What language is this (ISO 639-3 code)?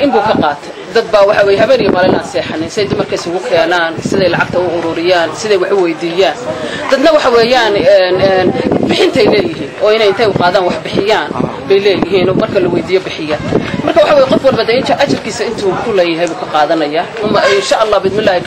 som